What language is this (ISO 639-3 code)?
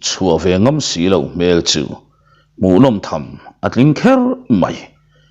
lus